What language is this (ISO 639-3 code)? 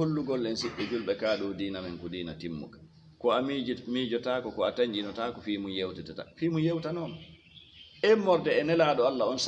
ful